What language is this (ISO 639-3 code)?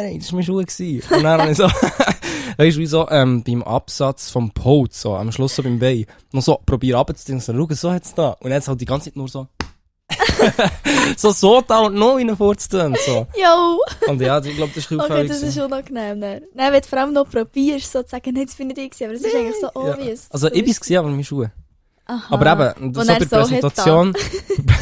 gsw